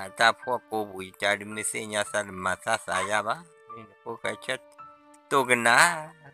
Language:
S'gaw Karen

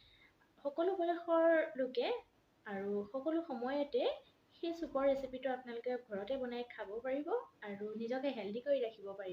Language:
Assamese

